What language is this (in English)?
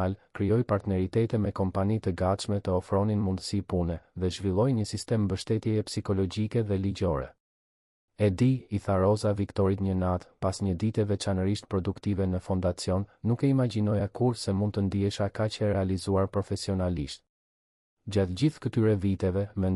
Albanian